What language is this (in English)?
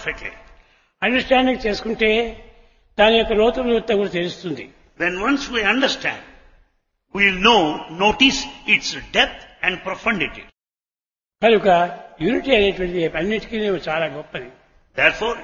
Telugu